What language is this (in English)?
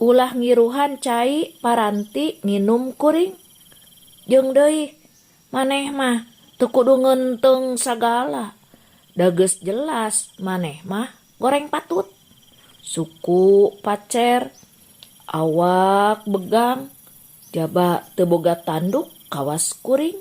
Sundanese